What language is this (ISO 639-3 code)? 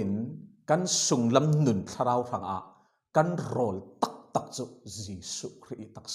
cfm